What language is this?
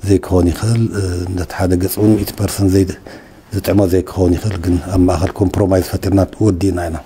Tigrinya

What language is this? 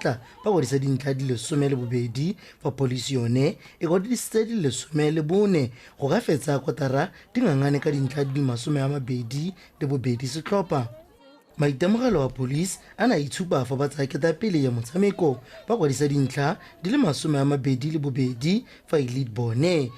Tswana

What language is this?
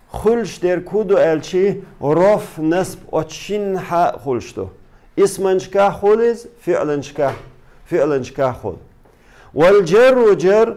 Chechen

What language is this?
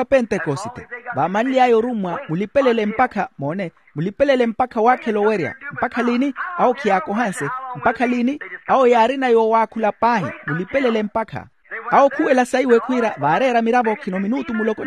Makhuwa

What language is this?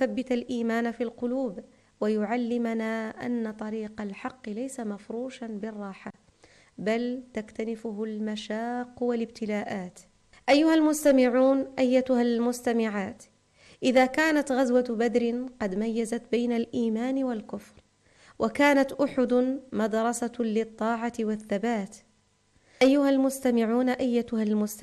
Arabic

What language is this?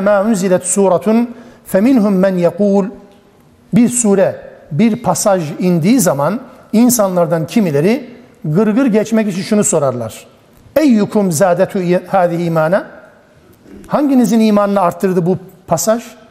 Turkish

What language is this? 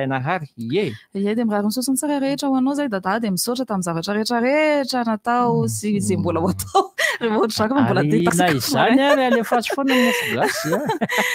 Malagasy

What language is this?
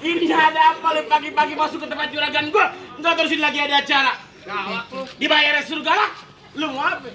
Betawi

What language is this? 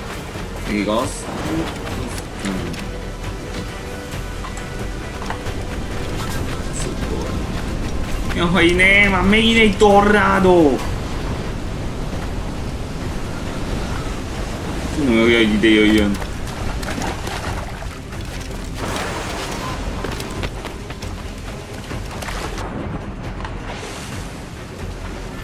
Hungarian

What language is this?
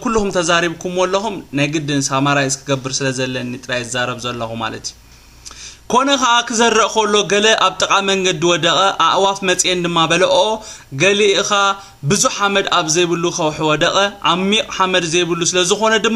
Tigrinya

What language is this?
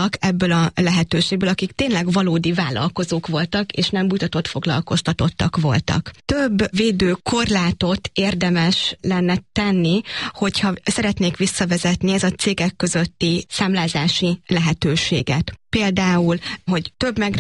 Hungarian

